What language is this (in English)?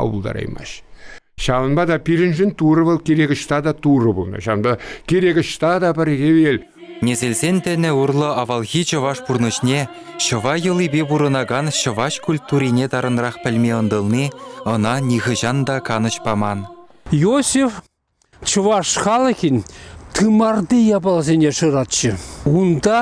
Chuvash